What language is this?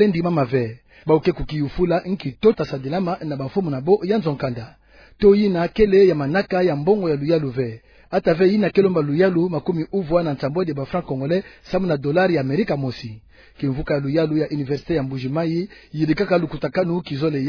Kituba (Democratic Republic of Congo)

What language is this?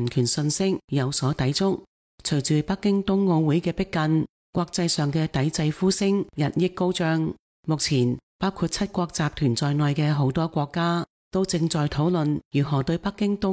Cantonese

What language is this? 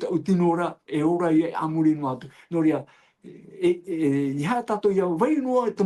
Tahitian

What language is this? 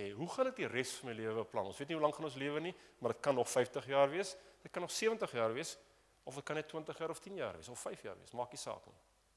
Afrikaans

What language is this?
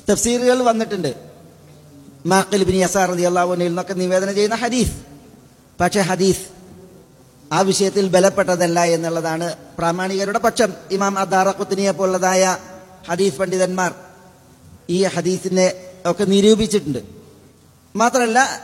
Malayalam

